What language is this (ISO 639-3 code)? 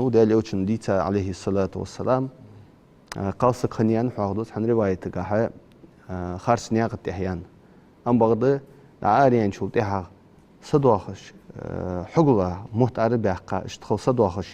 inh